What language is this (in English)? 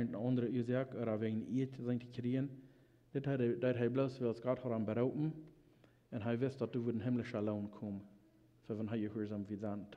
Plautdietsch